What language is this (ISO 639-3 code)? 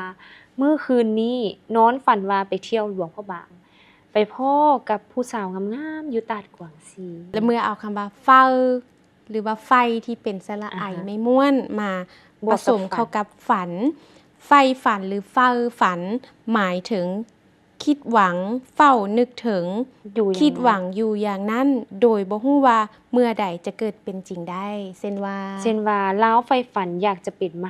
lao